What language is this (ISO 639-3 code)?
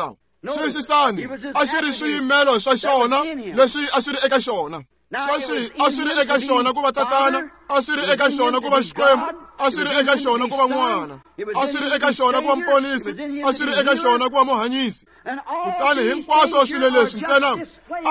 tso